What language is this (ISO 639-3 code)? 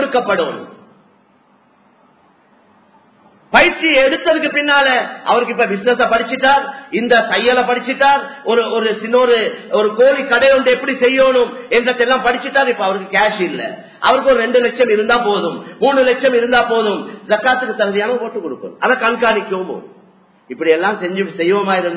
tam